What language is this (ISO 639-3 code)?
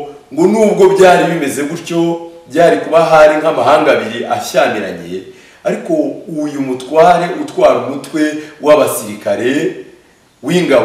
kin